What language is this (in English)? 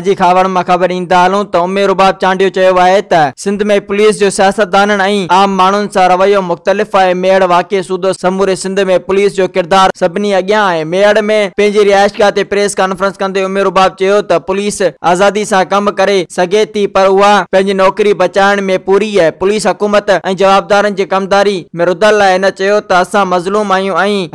Sindhi